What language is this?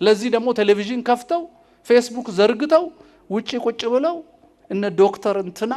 Amharic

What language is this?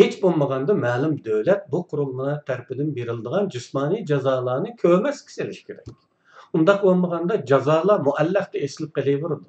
Uyghur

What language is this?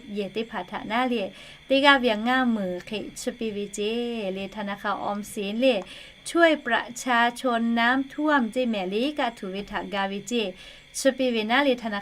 Lahu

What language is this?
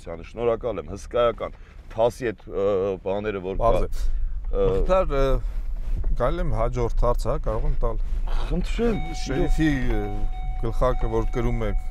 Armenian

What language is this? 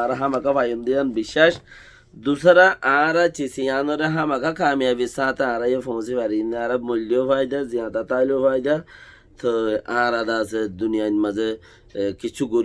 Rohingya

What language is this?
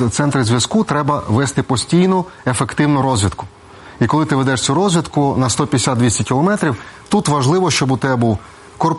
Ukrainian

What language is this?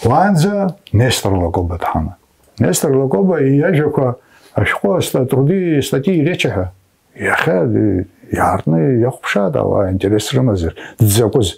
Abkhazian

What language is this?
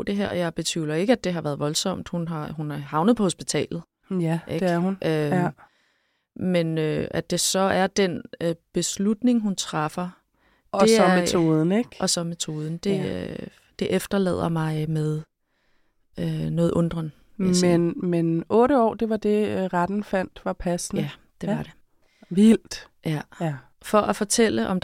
Danish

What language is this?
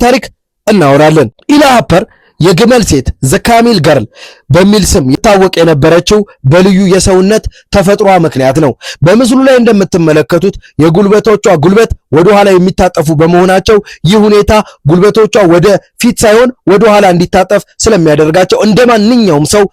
Amharic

